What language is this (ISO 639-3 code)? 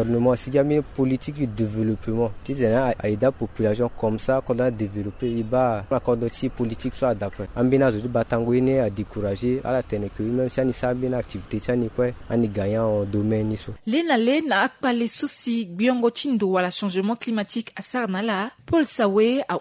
sag